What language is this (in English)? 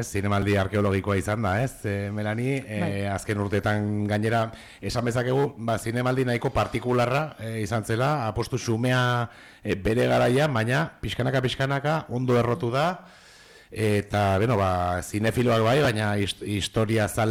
Basque